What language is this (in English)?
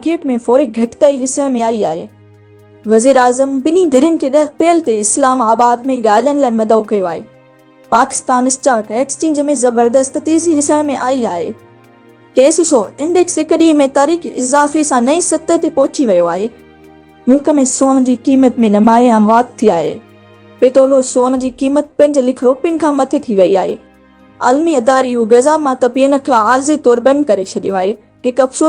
Sindhi